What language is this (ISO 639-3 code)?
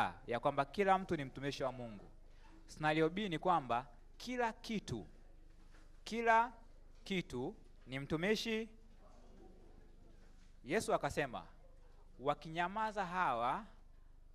swa